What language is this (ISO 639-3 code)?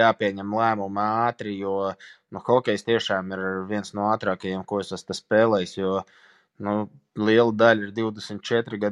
lav